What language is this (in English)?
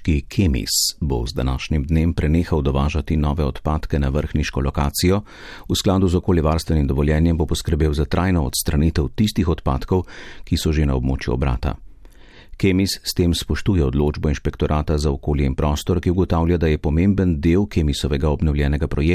Slovenian